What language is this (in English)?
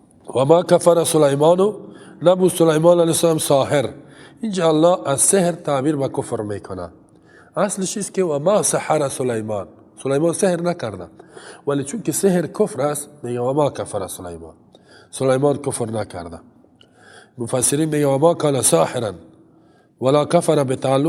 Tajik